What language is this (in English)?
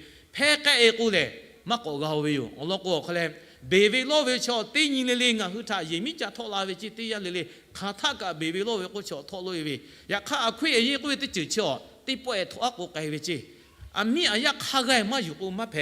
Lahu